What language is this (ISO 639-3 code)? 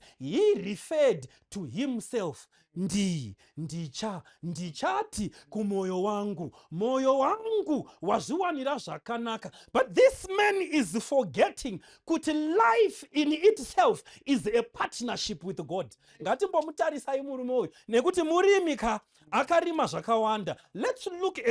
sna